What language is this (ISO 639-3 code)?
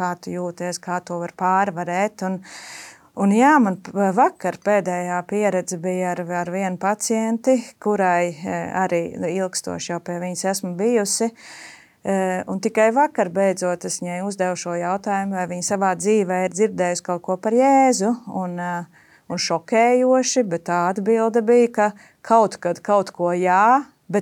lav